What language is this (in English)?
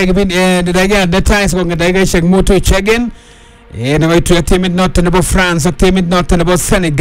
Swahili